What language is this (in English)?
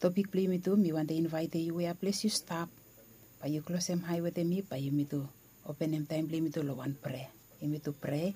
Bislama